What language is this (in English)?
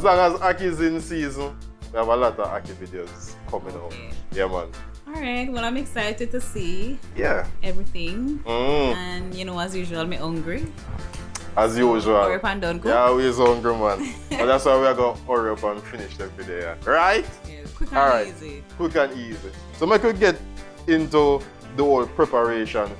Jamaican Creole English